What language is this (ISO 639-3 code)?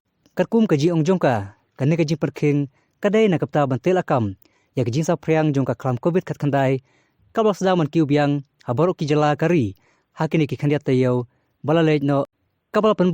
kha